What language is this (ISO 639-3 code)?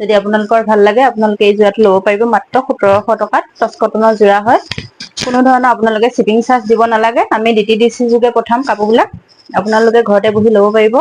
asm